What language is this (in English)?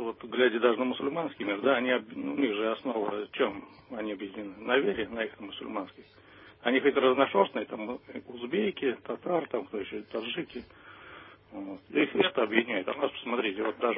Russian